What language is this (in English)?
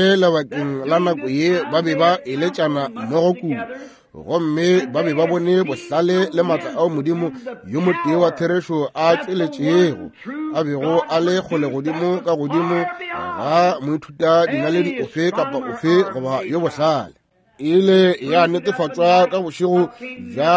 Northern Sotho